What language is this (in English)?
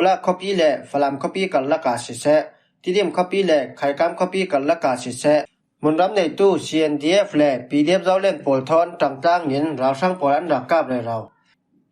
Falam Chin